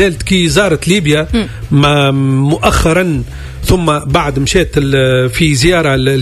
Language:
Tunisian Arabic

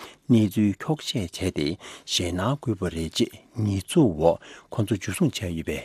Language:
Tibetan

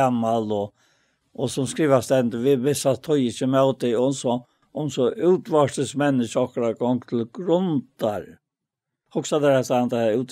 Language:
Faroese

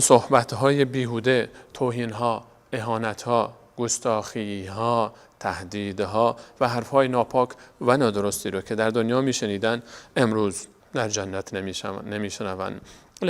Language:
Persian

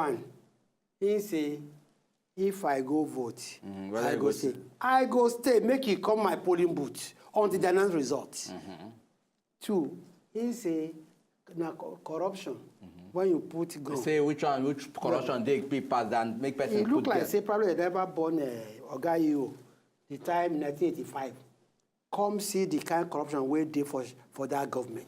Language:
Nigerian Pidgin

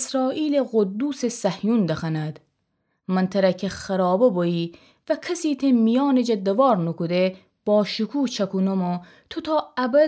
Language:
Gilaki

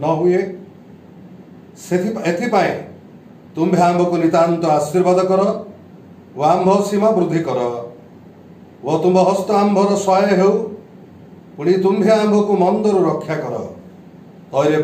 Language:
Odia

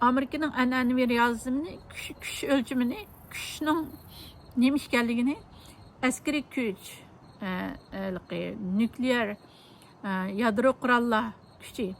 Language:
Uyghur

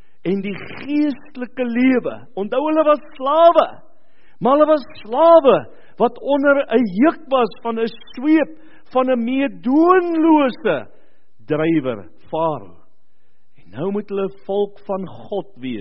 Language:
Afrikaans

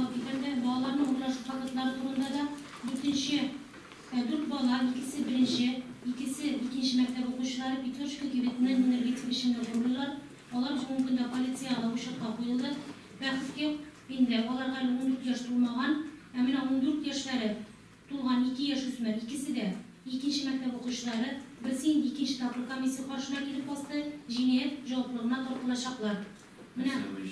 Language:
Tatar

